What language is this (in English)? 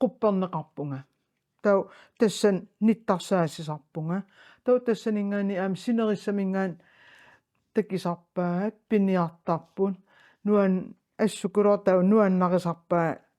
Kalaallisut